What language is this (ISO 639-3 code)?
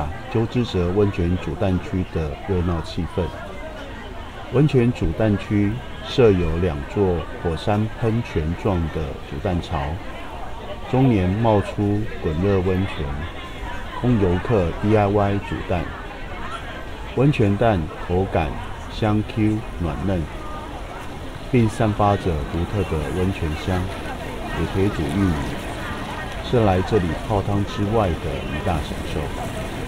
zho